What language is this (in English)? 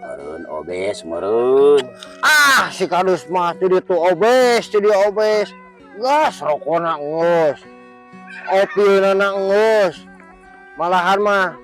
Sundanese